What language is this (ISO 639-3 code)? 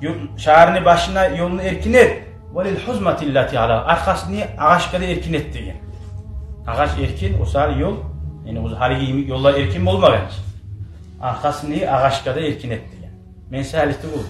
kum